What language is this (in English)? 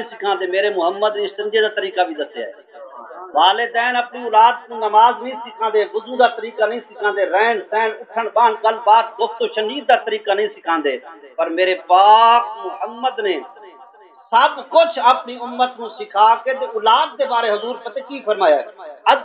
Saraiki